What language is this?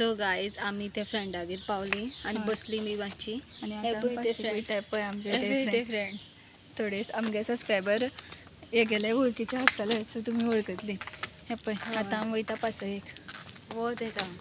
Konkani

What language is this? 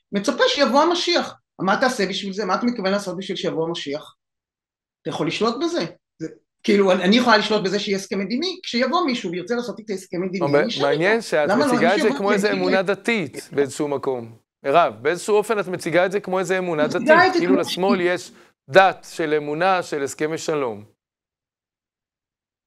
Hebrew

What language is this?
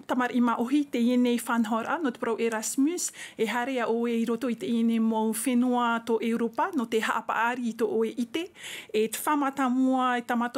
Tahitian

